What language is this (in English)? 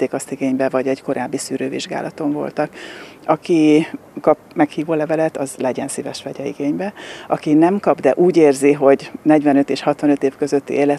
Hungarian